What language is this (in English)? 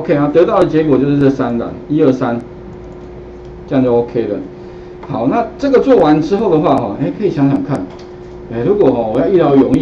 Chinese